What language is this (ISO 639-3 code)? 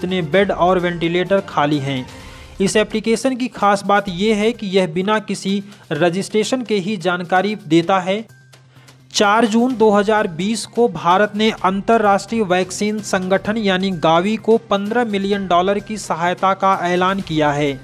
hin